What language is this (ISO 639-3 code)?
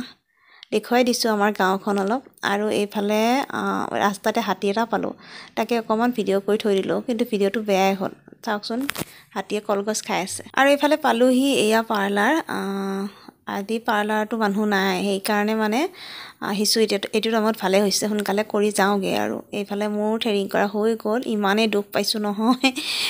asm